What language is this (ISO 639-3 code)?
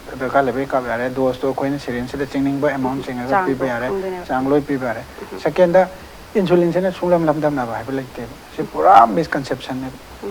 mni